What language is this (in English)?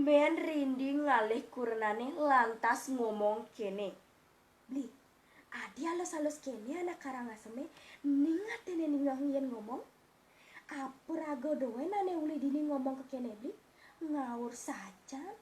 Balinese